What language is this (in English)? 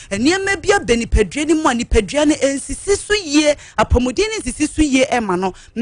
Akan